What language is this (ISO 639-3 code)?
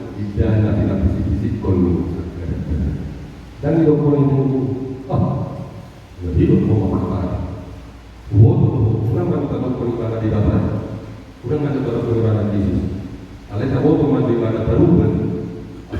bbc